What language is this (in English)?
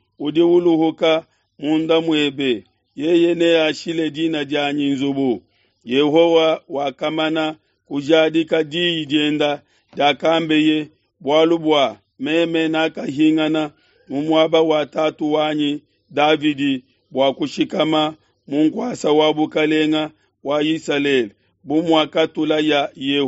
Luba-Lulua